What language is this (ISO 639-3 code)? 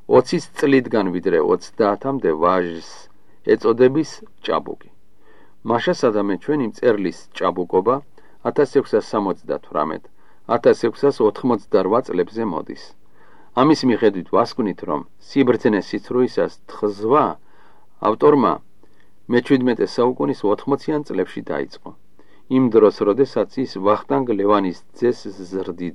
kat